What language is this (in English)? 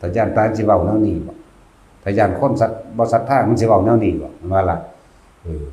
Northeastern Thai